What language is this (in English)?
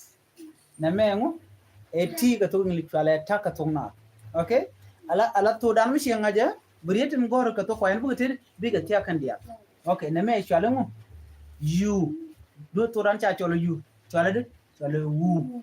Nuer